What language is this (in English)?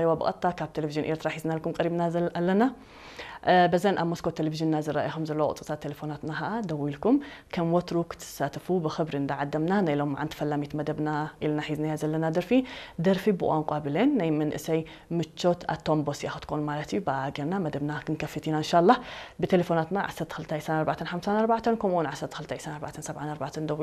Tigrinya